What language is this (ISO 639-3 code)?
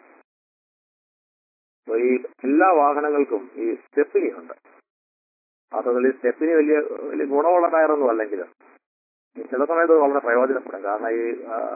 mal